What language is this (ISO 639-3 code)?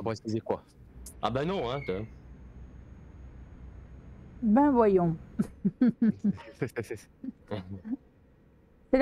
fra